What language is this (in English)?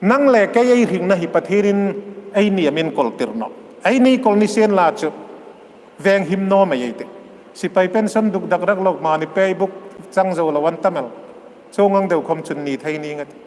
Hmar